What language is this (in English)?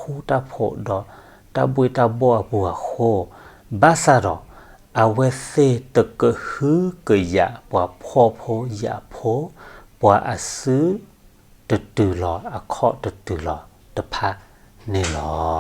S'gaw Karen